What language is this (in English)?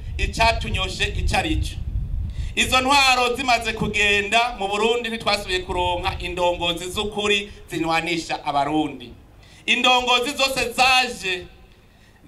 Rundi